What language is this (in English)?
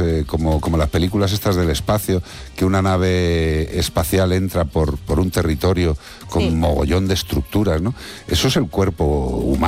Spanish